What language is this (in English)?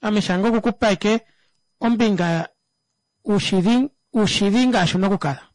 Kuanyama